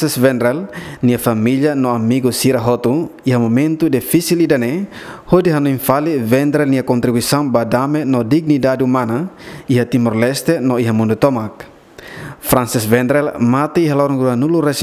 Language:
Tetum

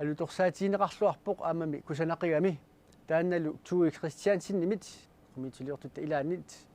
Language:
Kalaallisut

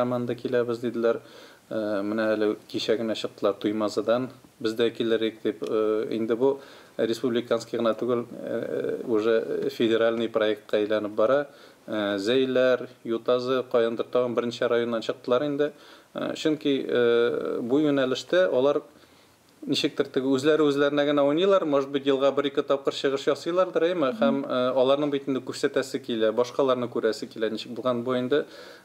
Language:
Tatar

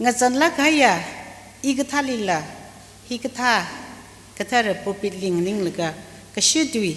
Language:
Tangkhul Naga (India)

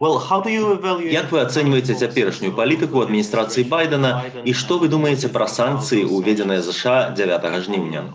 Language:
Belarusian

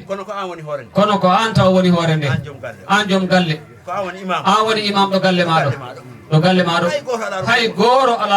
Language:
Fula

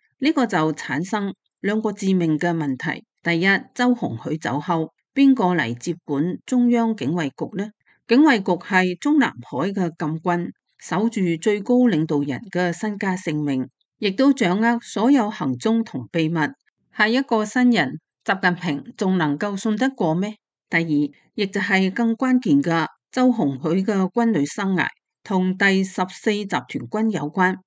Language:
Cantonese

